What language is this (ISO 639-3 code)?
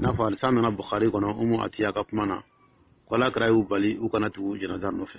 dyu